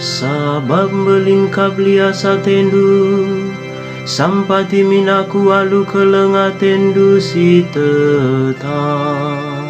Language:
Batak Karo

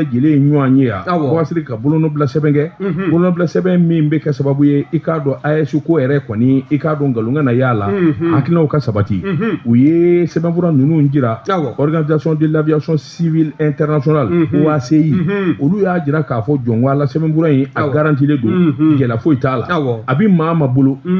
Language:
Bambara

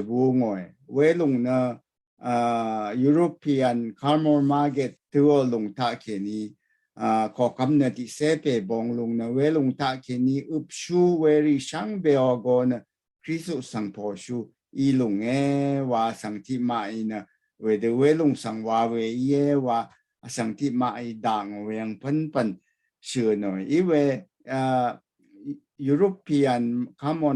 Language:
Rawang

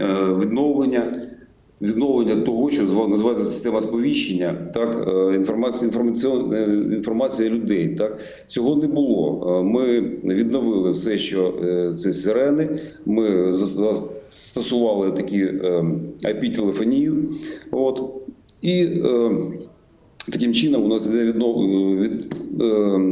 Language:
Ukrainian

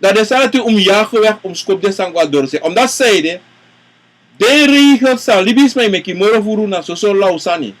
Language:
Sranan Tongo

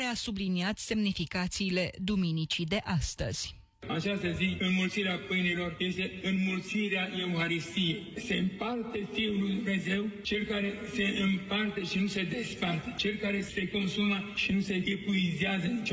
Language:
Romanian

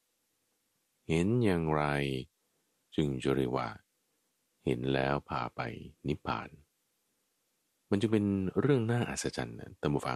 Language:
Thai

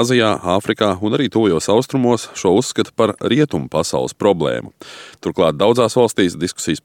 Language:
Latvian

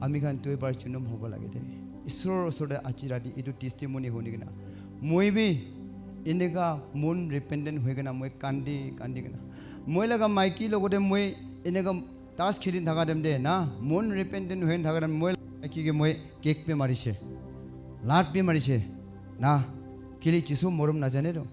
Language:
Naga Pidgin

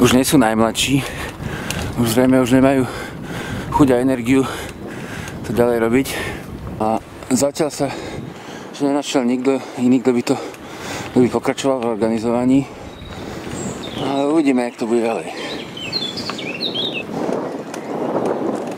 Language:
Slovak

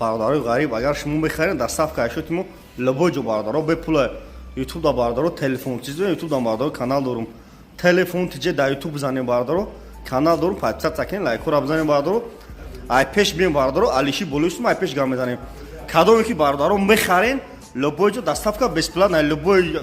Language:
Tajik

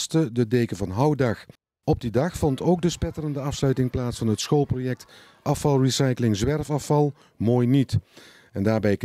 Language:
Dutch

